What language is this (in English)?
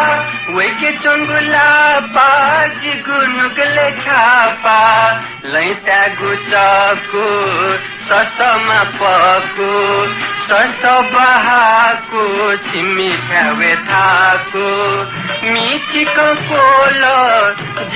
Newari